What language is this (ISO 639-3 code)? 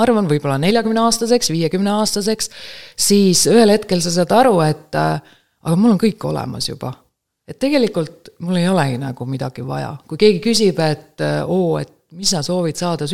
est